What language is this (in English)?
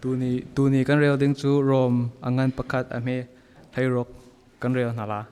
Falam Chin